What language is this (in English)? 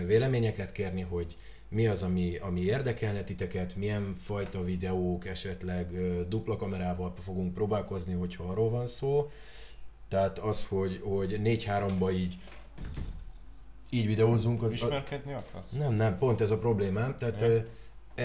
Hungarian